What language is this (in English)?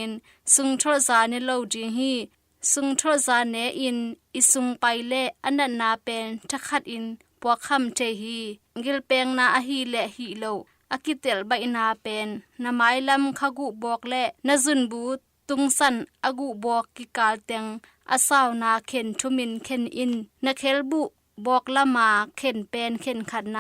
Tedim Chin